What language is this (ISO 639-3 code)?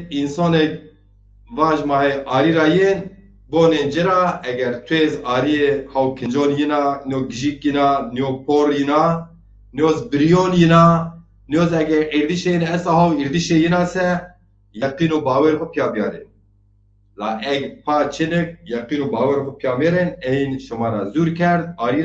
zza